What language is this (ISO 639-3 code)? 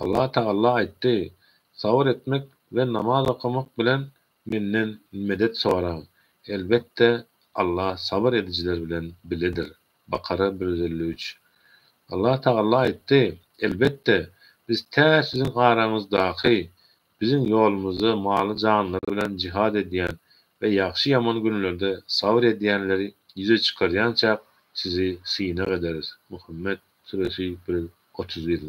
tuk